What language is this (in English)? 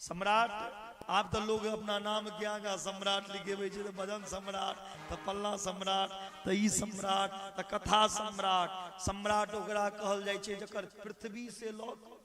Maithili